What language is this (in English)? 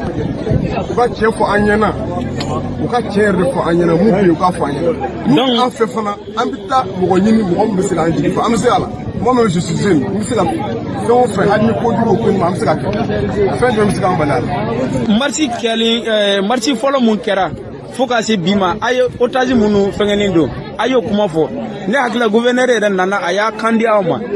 Bambara